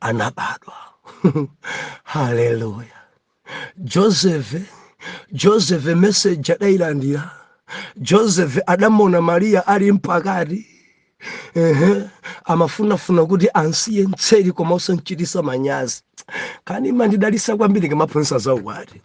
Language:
Nyanja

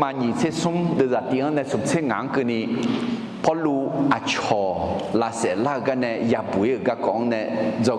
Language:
Akha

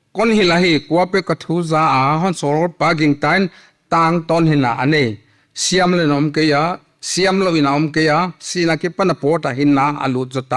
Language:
Paite Chin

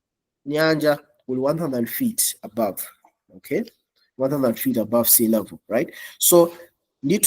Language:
Nyanja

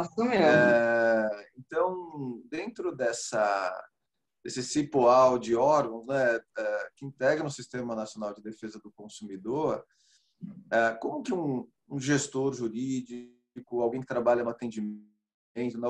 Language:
Portuguese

